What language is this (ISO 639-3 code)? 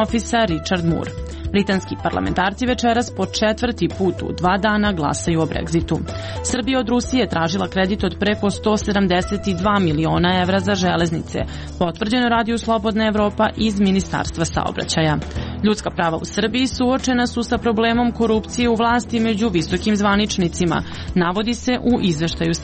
srp